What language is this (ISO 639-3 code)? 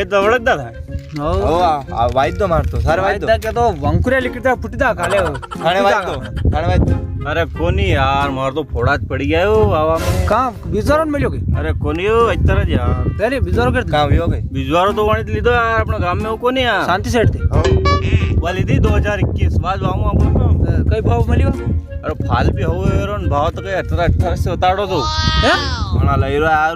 raj